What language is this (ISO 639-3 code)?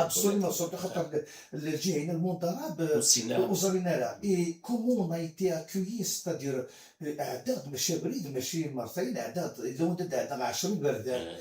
kab